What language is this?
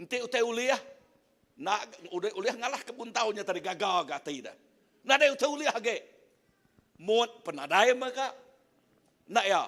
Iban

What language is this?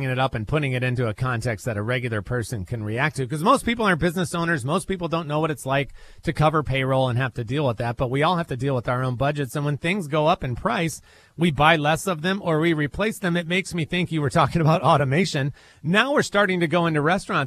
English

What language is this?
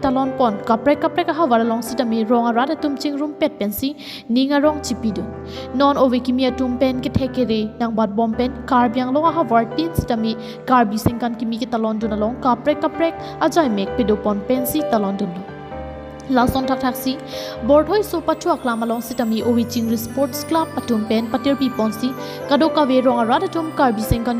Karbi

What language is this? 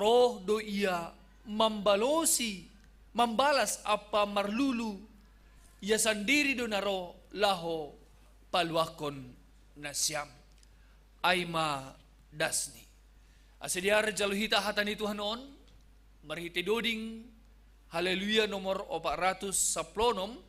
Batak Simalungun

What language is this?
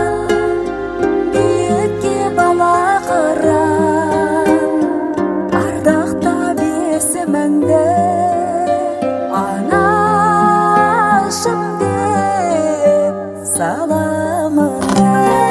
Kazakh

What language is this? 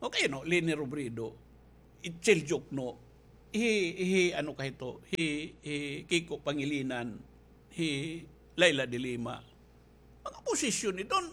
Waray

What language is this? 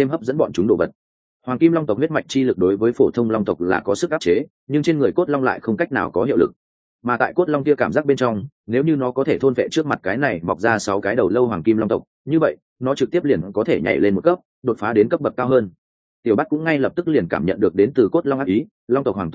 Vietnamese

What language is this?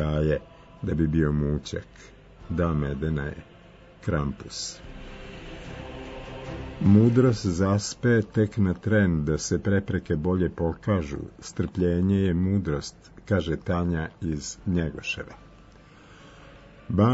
Serbian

